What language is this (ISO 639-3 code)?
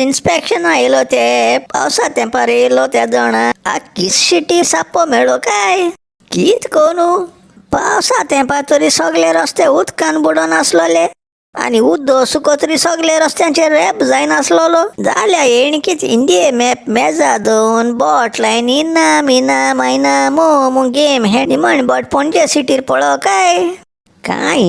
kok